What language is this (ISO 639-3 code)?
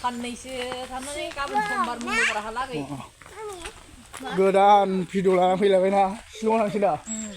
brx